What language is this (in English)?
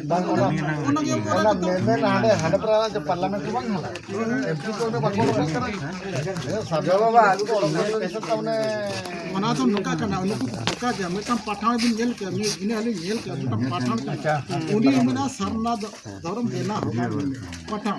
Santali